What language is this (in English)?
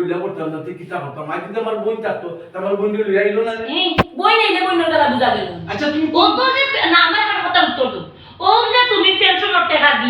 Sylheti